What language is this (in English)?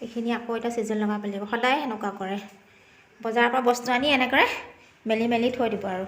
Assamese